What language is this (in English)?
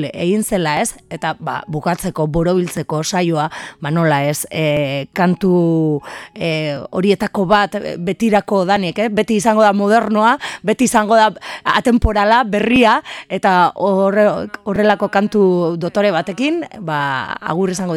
Basque